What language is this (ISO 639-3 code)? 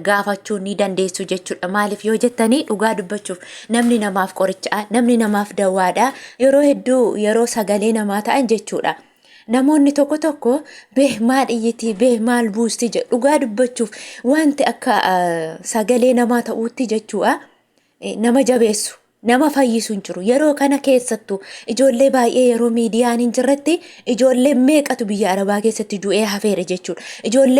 orm